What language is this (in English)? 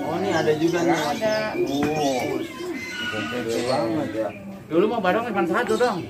Betawi